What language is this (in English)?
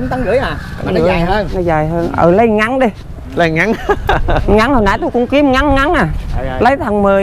Vietnamese